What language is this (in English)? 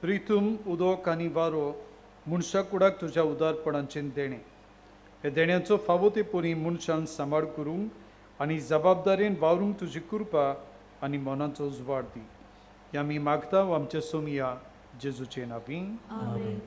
Konkani